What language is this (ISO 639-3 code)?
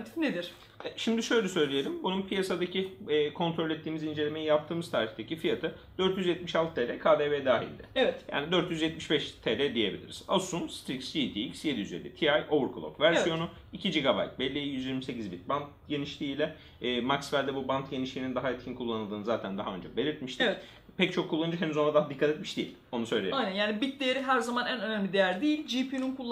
tur